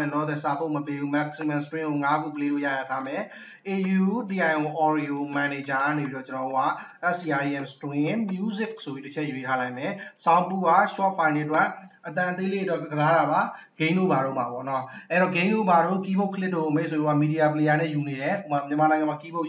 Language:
Burmese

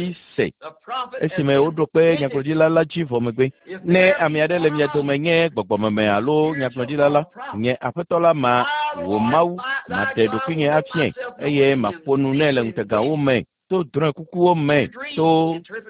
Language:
Ewe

